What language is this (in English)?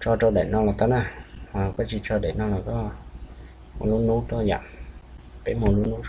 Hmong